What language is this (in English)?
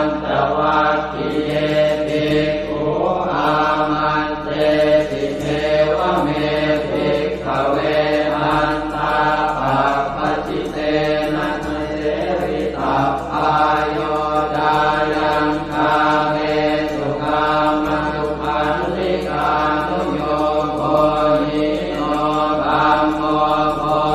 Pali